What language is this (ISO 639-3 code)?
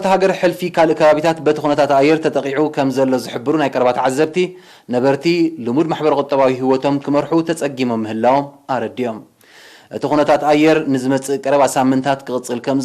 tir